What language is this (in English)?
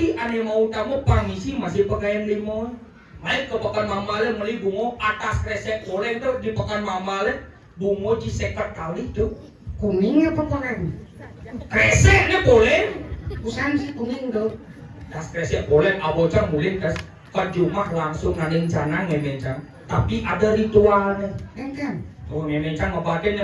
Balinese